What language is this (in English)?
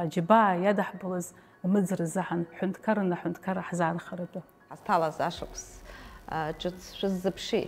Abkhazian